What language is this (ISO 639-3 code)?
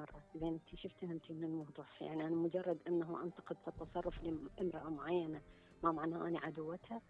acm